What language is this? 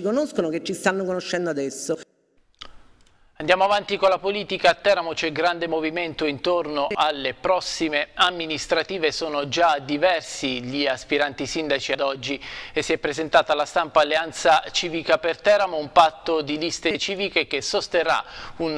Italian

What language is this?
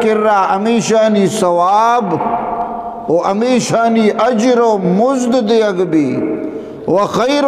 Eastern Balochi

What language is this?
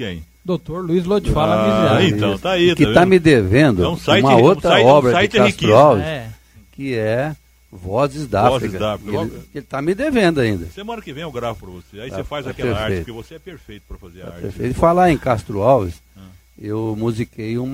Portuguese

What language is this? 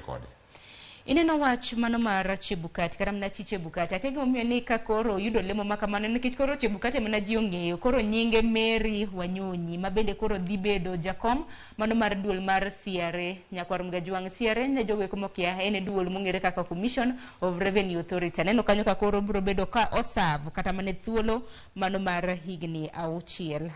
Luo (Kenya and Tanzania)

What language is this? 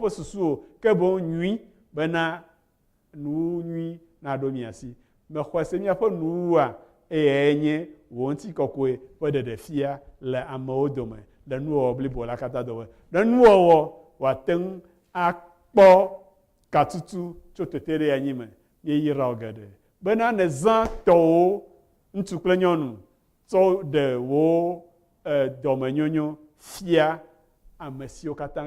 Ewe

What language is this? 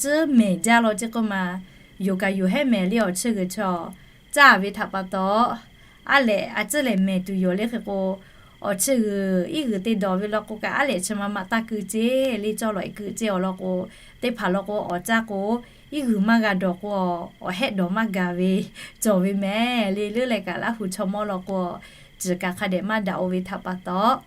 Lahu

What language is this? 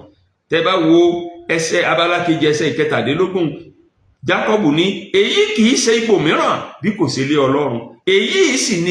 Yoruba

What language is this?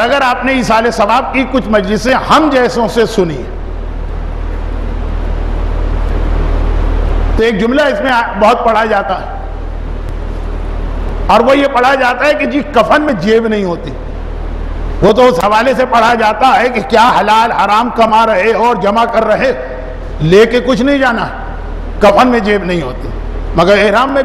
Urdu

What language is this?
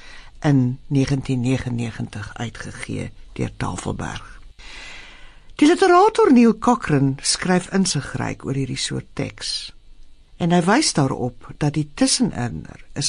Afrikaans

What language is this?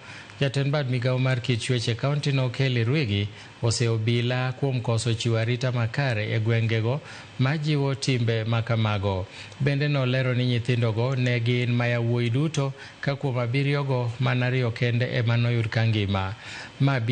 Luo (Kenya and Tanzania)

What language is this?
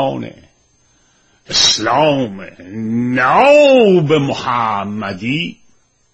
Persian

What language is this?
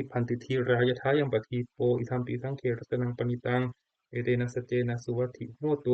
Pali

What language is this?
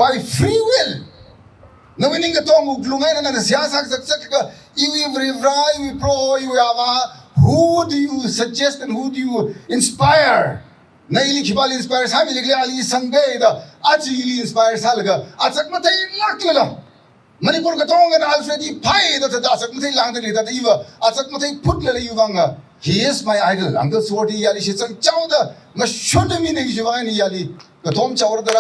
Tangkhul Naga (India)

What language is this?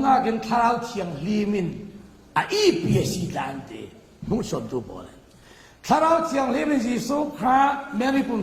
Falam Chin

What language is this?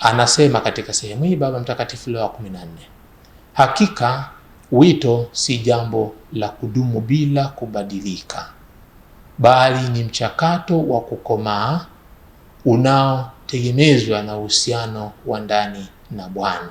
Swahili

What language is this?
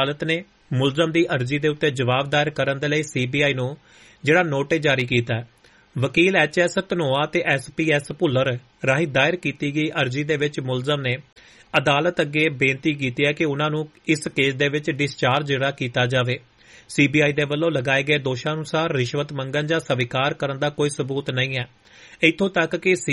Punjabi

